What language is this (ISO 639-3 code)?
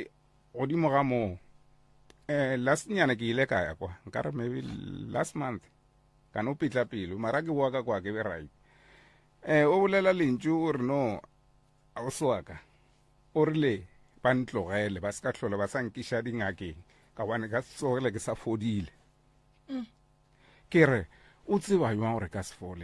nso